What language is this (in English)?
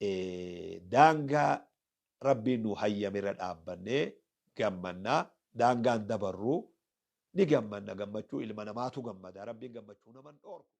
Oromo